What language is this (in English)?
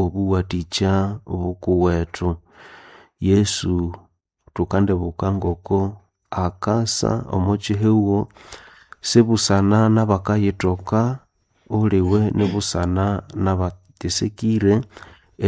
Nande